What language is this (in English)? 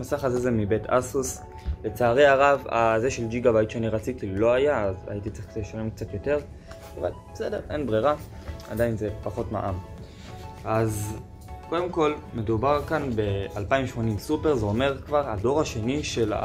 Hebrew